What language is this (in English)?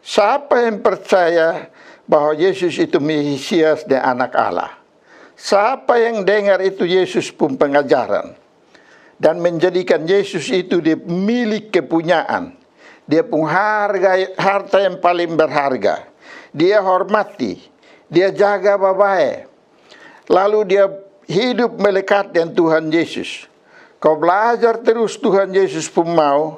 Kupang Malay